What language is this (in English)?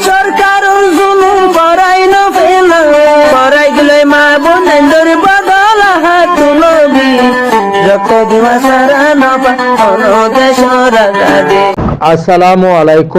Rohingya